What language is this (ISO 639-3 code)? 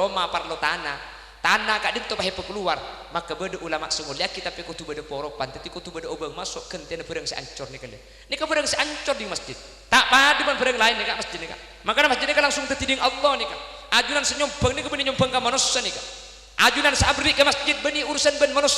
mad